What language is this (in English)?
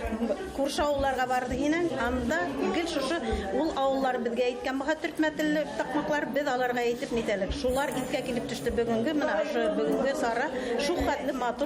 Bashkir